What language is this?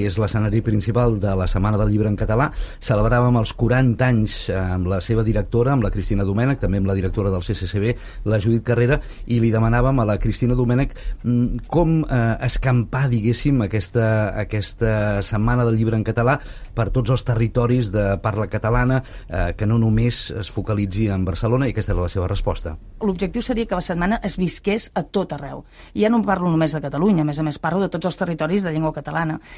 Catalan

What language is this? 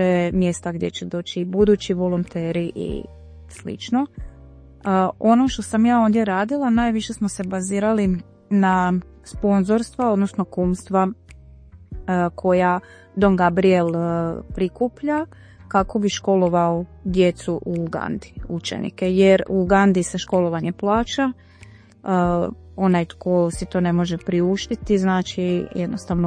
Croatian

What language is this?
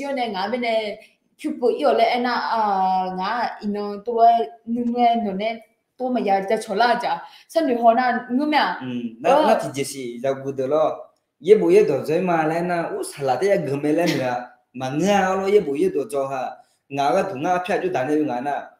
Akha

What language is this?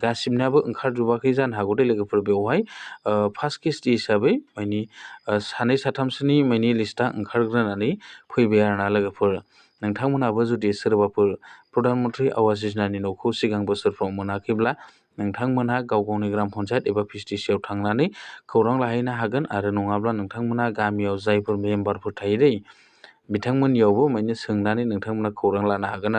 Bodo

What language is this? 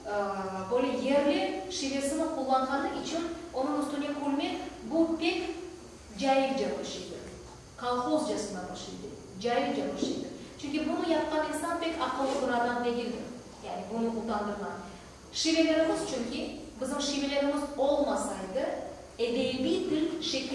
Crimean Tatar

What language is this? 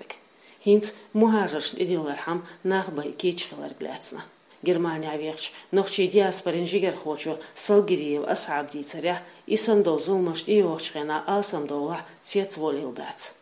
Chechen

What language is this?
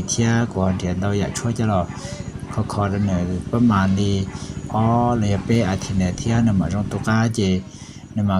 Hmong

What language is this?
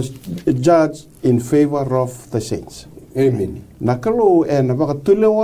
Fijian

